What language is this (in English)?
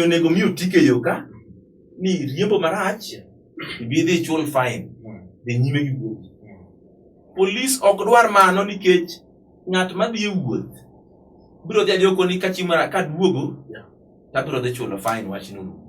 Luo (Kenya and Tanzania)